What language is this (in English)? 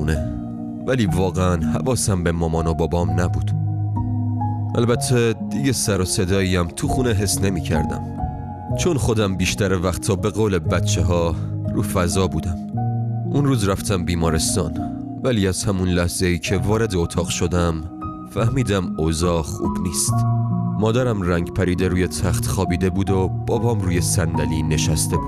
Persian